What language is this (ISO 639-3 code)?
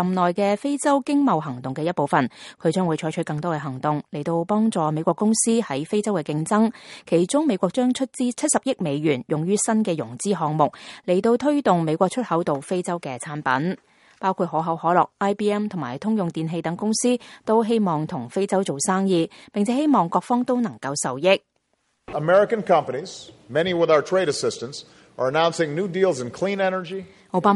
yue